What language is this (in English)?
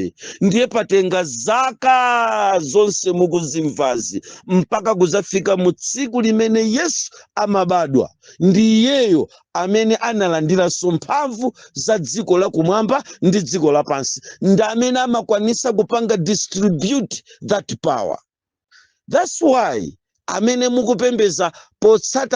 Nyanja